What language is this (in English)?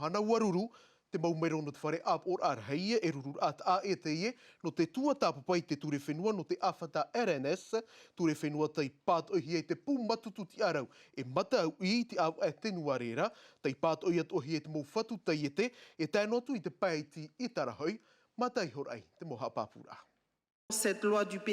Tahitian